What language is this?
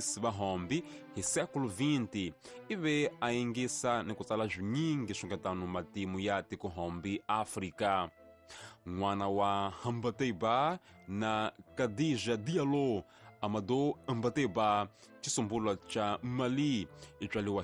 Tsonga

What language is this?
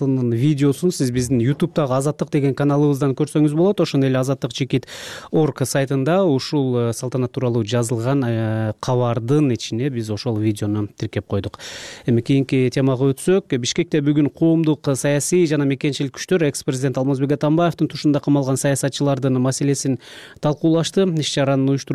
Kyrgyz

